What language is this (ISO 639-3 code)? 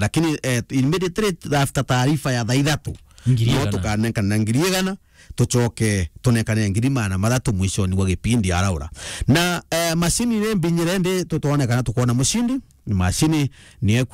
mer